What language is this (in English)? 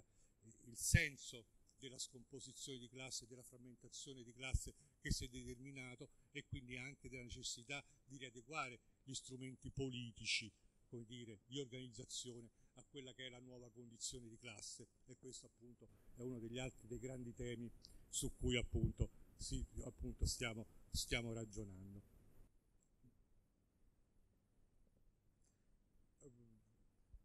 Italian